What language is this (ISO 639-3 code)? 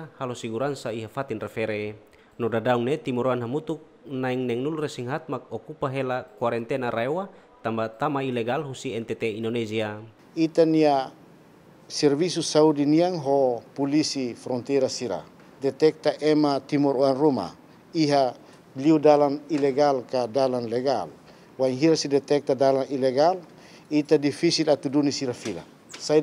tet